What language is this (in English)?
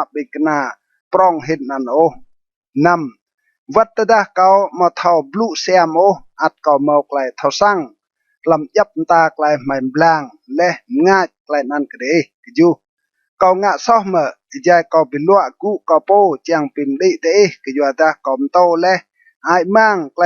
Rade